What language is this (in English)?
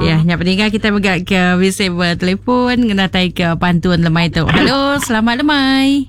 Iban